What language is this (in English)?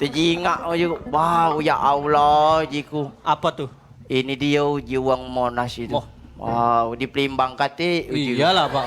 Musi